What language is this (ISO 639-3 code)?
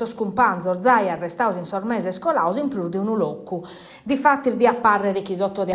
srd